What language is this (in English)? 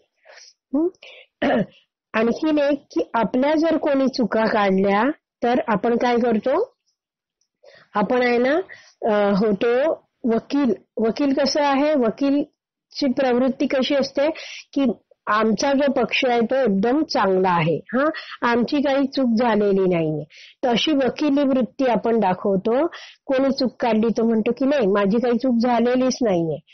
Marathi